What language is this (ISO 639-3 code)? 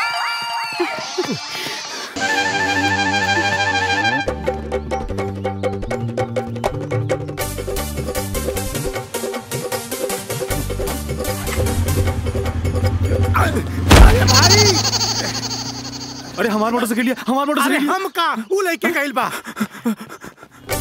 bho